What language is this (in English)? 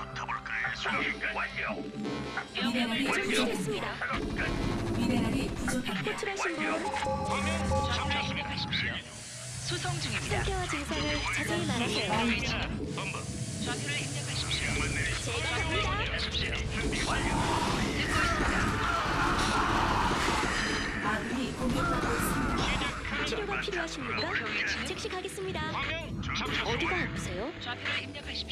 Korean